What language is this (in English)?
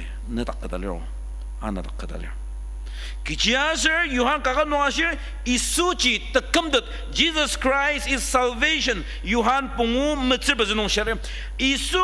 Ao Naga